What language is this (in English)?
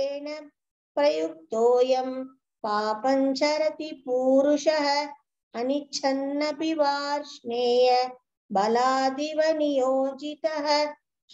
Sanskrit